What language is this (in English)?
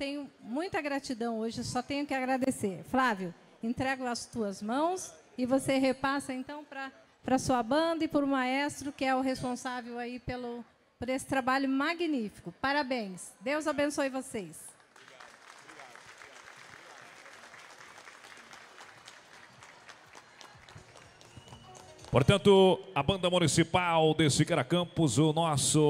Portuguese